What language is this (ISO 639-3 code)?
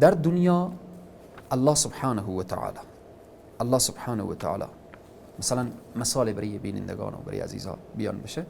fas